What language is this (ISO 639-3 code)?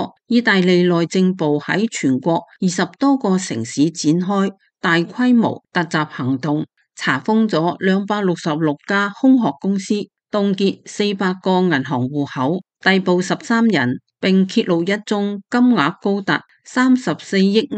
yue